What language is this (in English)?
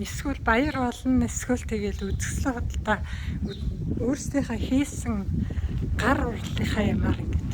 Mongolian